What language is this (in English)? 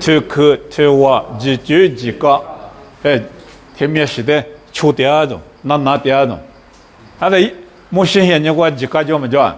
Lisu